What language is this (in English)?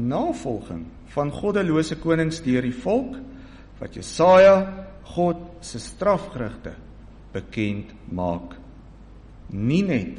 Afrikaans